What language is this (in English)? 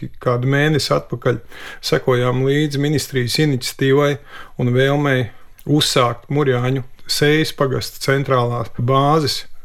Latvian